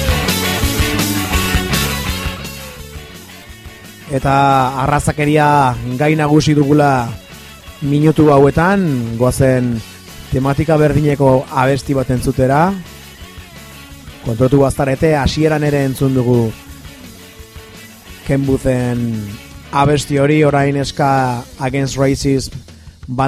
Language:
Basque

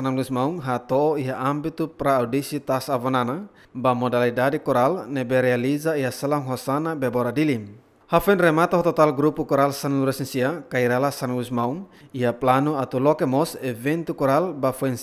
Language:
Tetum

